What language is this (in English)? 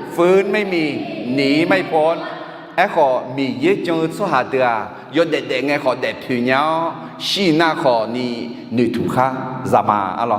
Akha